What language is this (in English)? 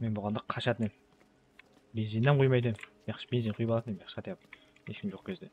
Kara-Kalpak